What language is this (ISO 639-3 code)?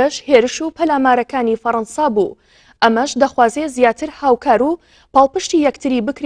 ckb